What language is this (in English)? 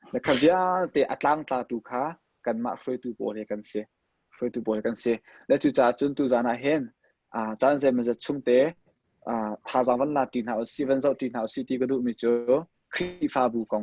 Hakha Chin